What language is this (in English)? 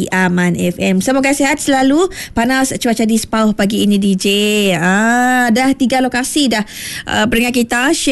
Malay